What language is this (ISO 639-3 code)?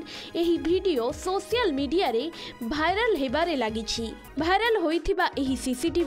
ori